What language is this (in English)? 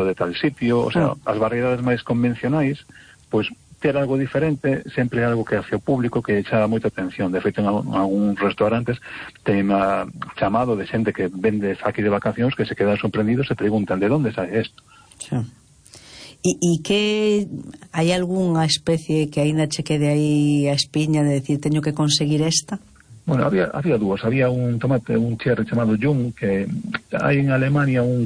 Galician